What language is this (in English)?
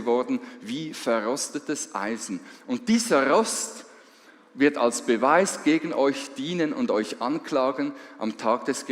Swiss German